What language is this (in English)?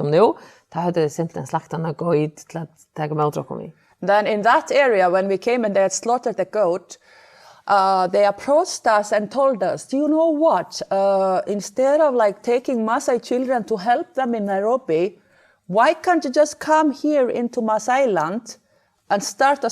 Faroese